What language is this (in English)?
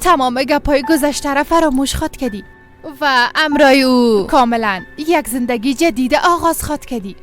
Persian